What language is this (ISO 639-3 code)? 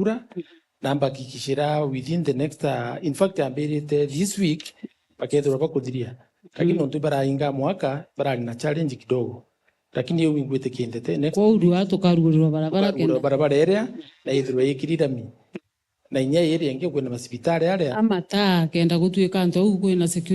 mer